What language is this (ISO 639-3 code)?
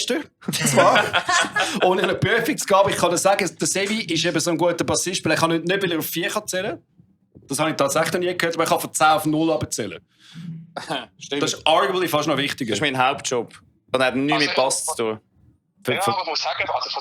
gsw